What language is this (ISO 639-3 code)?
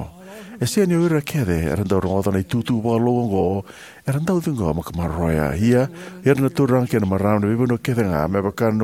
fij